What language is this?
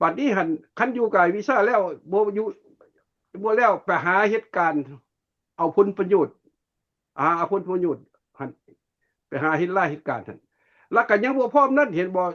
Lao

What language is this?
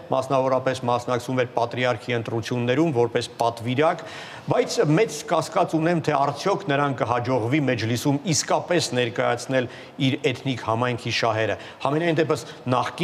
Armenian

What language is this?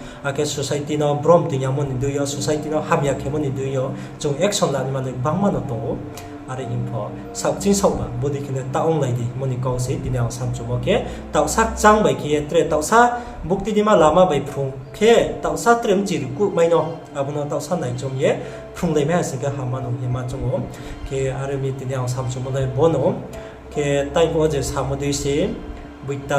Riang (India)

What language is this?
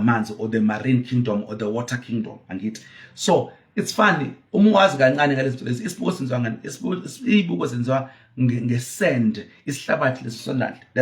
Zulu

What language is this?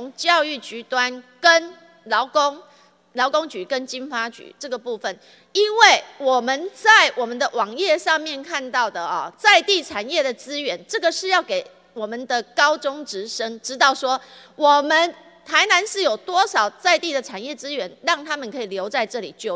Chinese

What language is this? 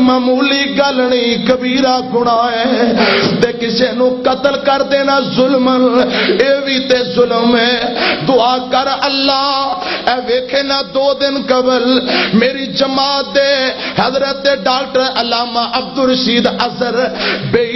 Western Panjabi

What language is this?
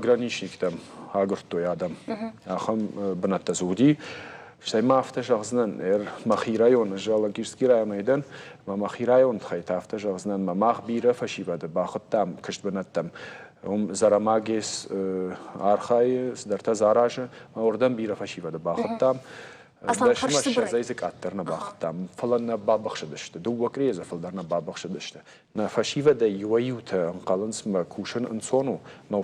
Ossetic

